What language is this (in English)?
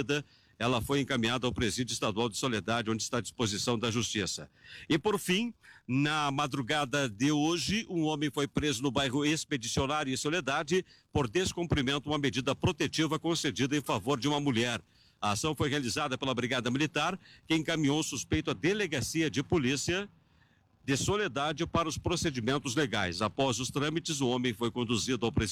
Portuguese